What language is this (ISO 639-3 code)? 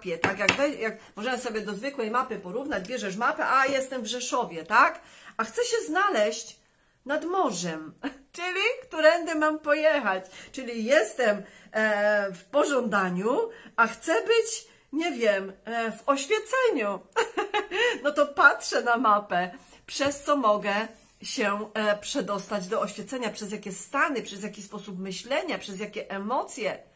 pol